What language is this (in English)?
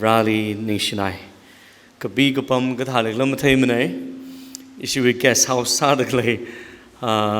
Tangkhul Naga (India)